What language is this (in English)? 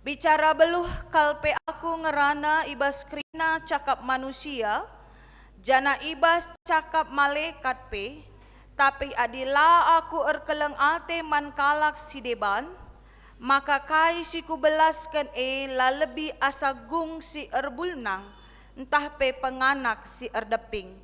Batak Karo